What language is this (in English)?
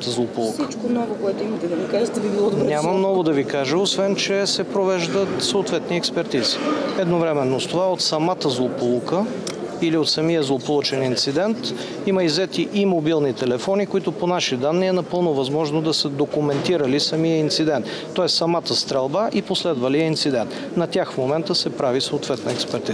Bulgarian